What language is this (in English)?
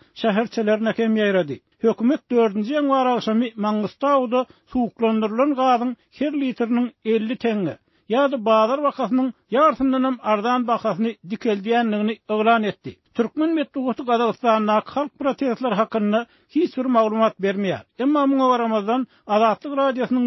Turkmen